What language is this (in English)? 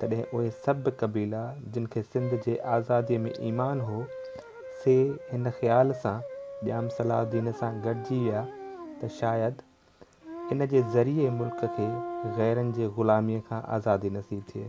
Sindhi